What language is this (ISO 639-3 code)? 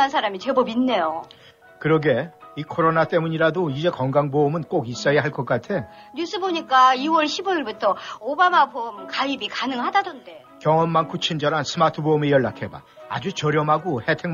kor